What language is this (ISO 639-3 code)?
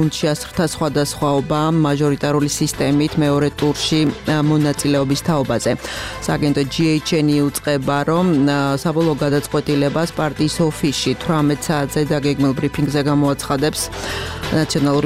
kat